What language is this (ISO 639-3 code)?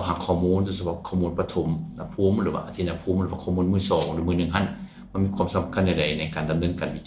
lao